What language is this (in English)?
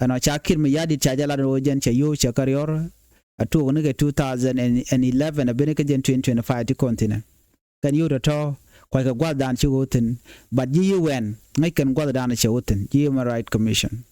Nuer